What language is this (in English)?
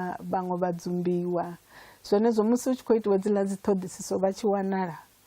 Venda